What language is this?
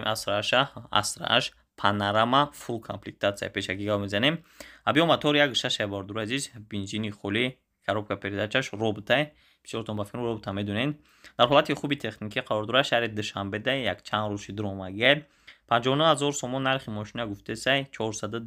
Tajik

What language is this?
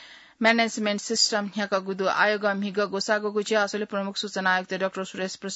Newari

